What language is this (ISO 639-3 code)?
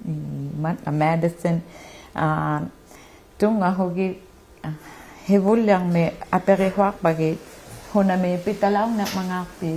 iku